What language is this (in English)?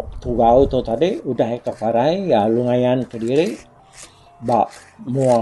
Iban